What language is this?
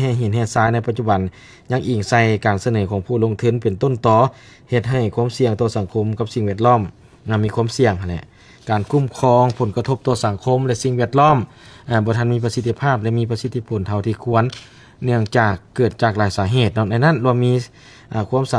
Lao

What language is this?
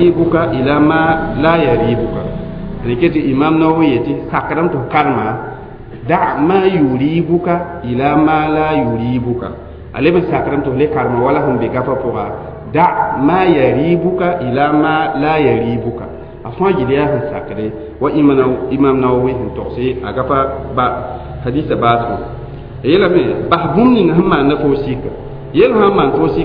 Mossi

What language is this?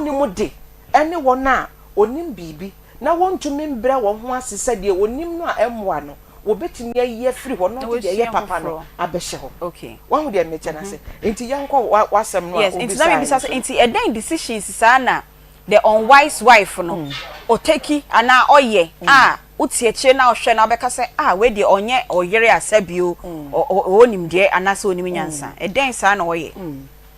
Akan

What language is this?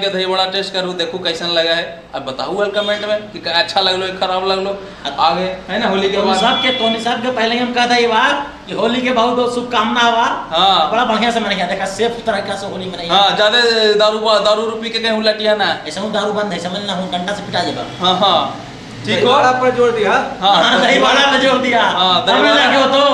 Magahi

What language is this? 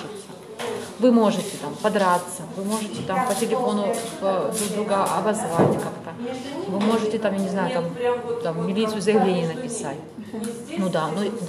Russian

